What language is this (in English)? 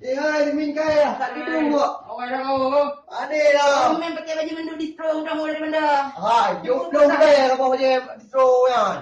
Achinese